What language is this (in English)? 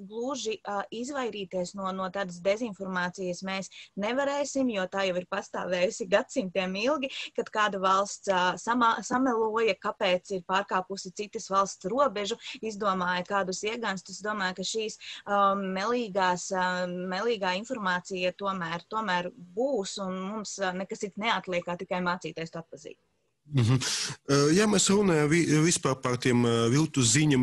Latvian